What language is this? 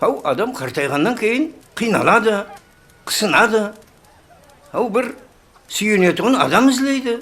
Kara-Kalpak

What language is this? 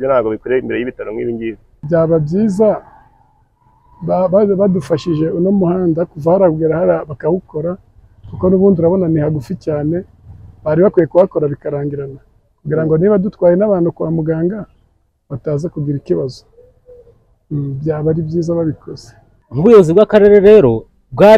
Kinyarwanda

